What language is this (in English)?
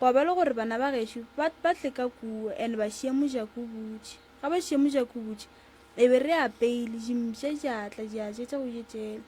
Northern Sotho